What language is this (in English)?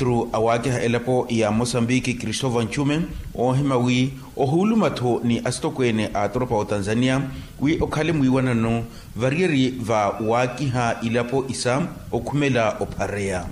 Makhuwa